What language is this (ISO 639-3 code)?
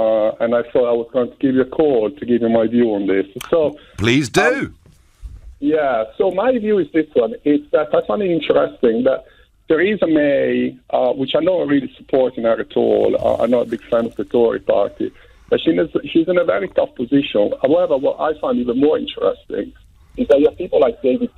eng